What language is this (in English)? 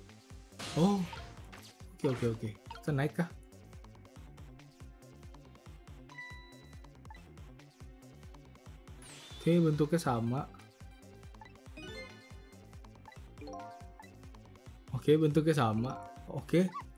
Indonesian